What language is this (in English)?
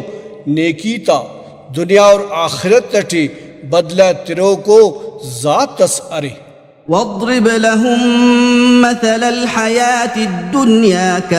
Brahui